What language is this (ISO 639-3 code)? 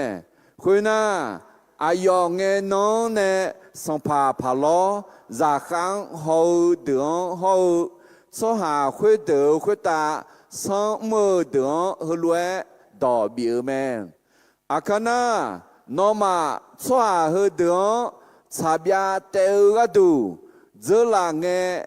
ahk